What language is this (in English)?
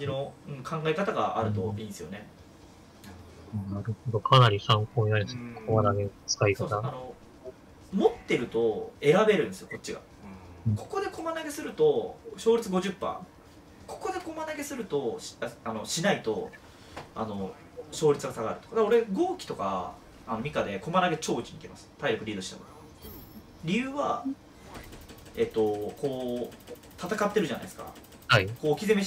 Japanese